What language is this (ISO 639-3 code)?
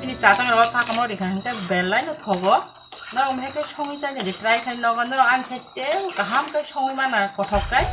trp